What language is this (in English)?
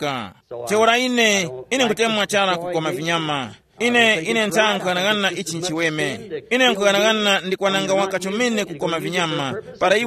Tumbuka